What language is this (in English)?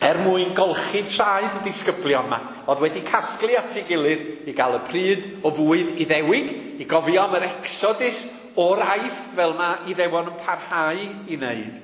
Welsh